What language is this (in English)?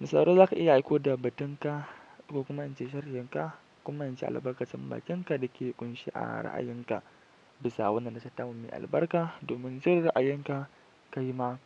Hausa